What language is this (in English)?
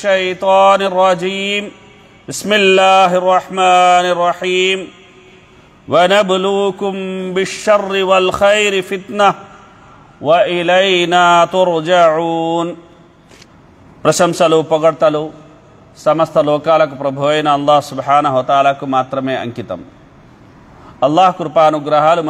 Telugu